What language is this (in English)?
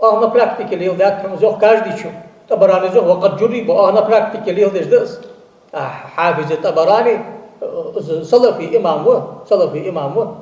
Ingush